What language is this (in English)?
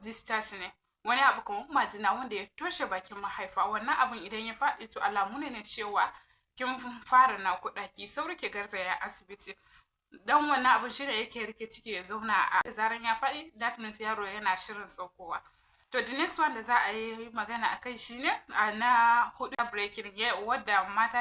Hausa